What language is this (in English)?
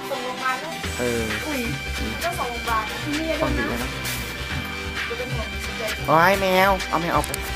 Thai